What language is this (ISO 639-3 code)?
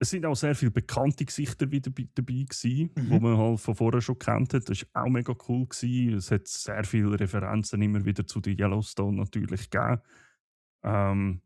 gsw